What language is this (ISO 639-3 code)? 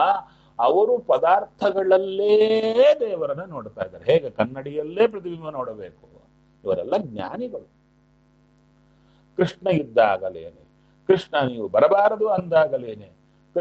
kan